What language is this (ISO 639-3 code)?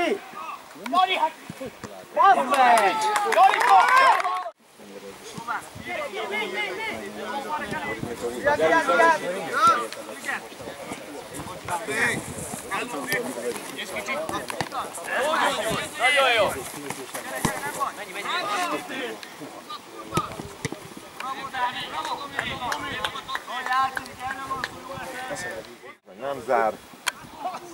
hun